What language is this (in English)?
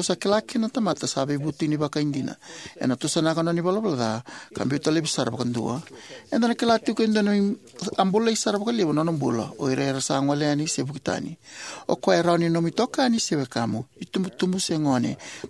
Fijian